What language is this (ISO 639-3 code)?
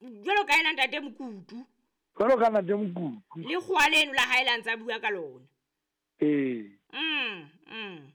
sot